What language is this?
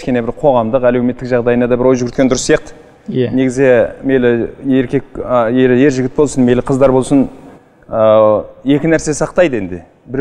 Kazakh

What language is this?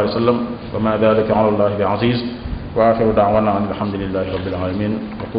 Wolof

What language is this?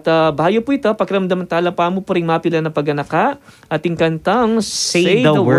Pampanga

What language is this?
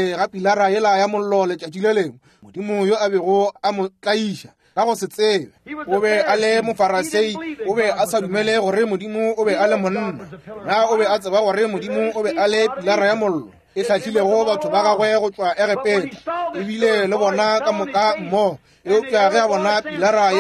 Northern Sotho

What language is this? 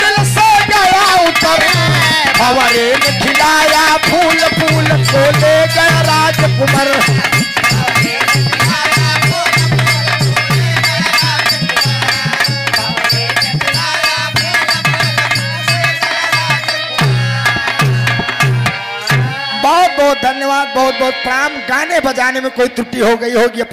Bhojpuri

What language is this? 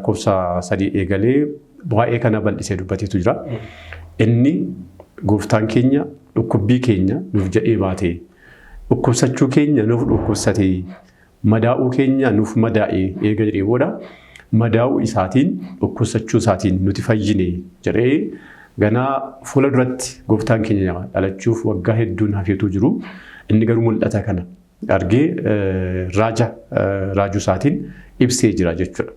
Oromo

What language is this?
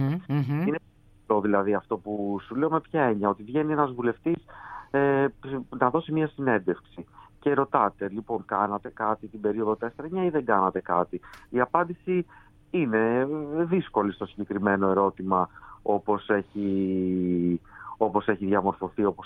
Greek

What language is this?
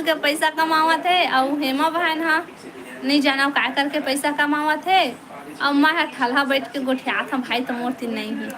Chhattisgarhi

